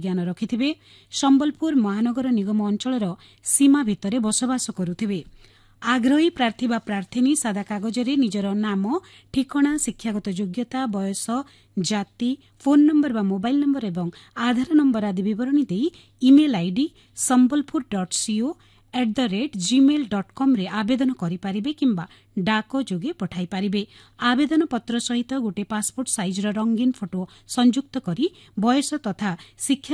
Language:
Odia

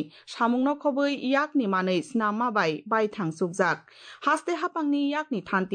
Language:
Kok Borok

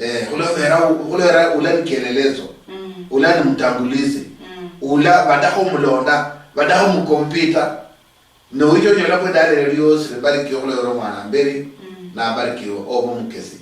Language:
Luyia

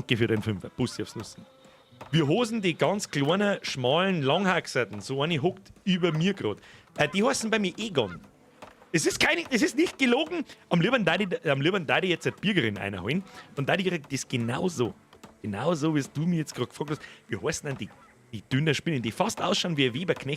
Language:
Bavarian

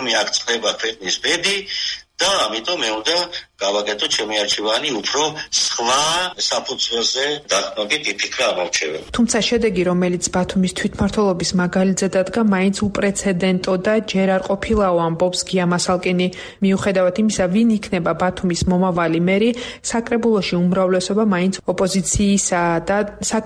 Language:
Georgian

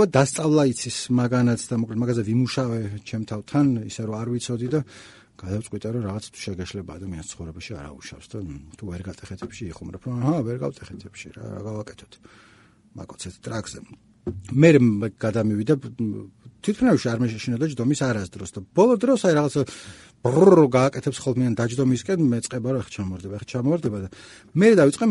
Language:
Georgian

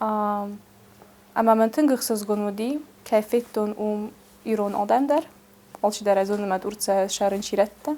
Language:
Ossetic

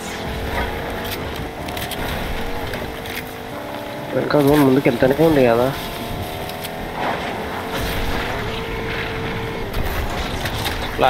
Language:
Telugu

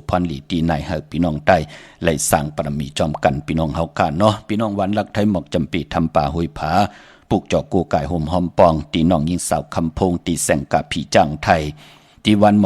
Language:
Shan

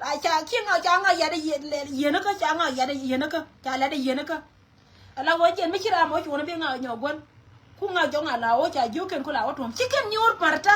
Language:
Nuer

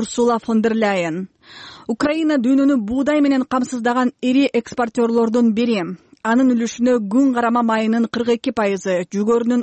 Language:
Kyrgyz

